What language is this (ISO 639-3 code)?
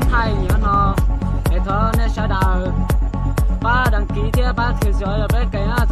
hmn